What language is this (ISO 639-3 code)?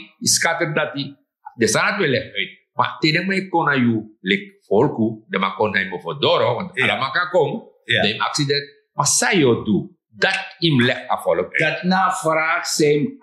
srn